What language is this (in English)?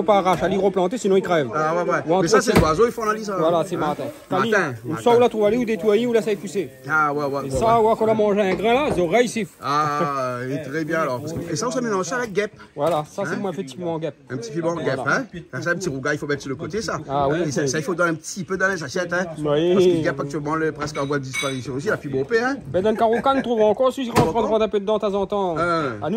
Réunion Creole French